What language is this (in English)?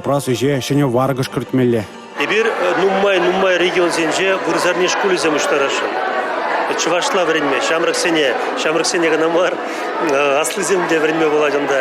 Chuvash